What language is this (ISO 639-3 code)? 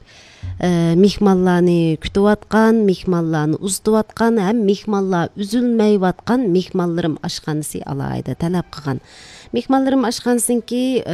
uig